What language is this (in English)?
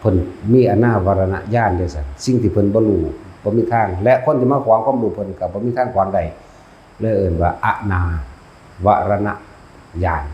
Lao